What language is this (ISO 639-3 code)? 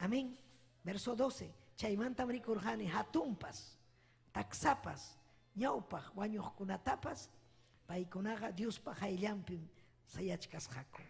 quy